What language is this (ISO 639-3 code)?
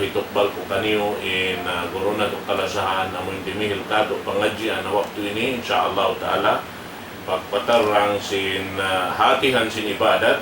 tsg